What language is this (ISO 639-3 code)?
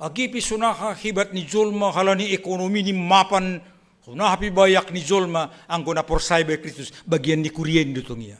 bts